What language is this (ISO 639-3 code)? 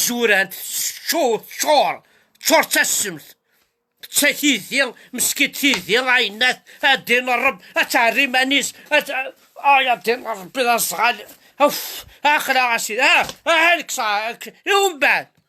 kab